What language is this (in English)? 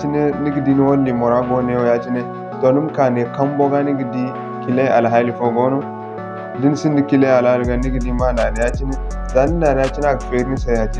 Zarma